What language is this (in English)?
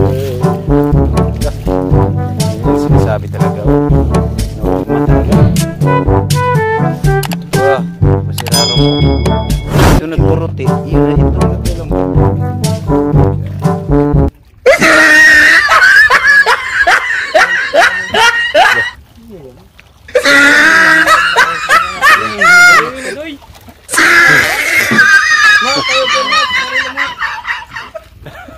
Filipino